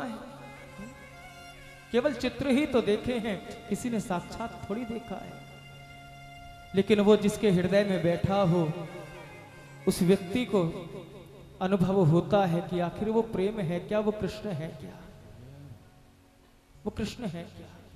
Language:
Hindi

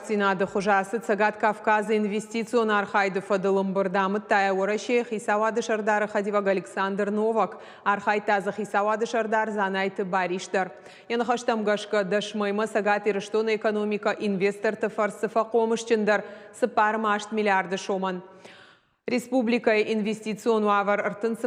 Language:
Ossetic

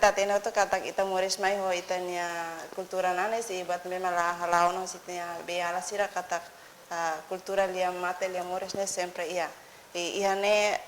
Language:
Tetum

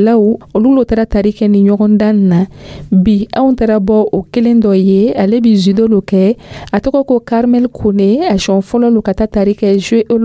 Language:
Dyula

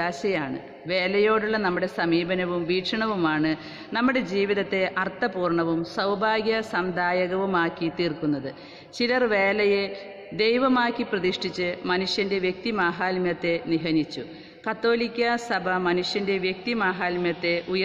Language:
Malayalam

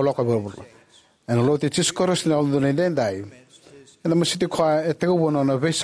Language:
Fijian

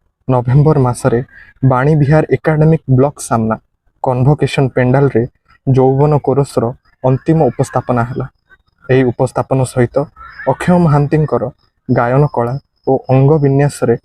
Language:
Odia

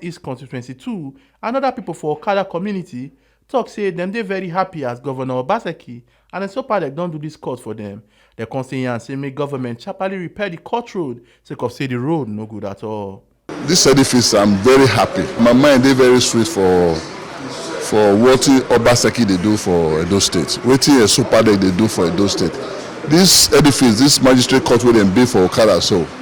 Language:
Nigerian Pidgin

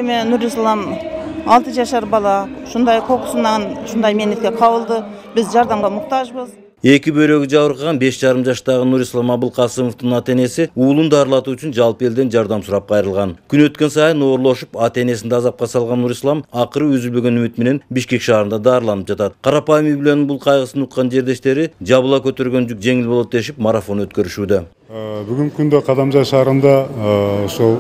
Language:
Kyrgyz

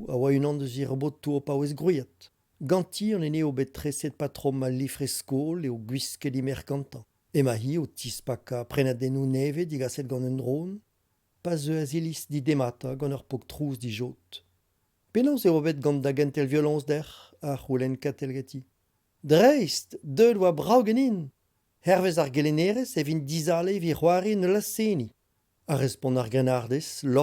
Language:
Breton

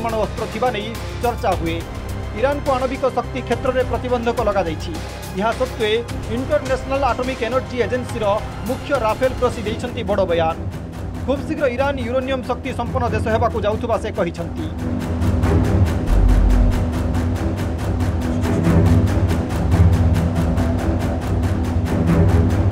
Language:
Odia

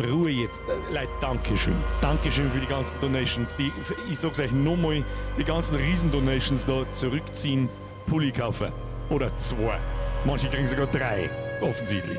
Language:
Bavarian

